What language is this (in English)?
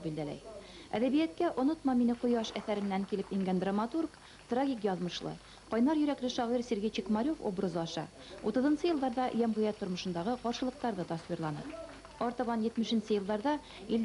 Bashkir